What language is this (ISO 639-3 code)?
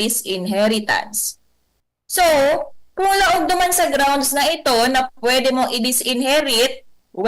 bik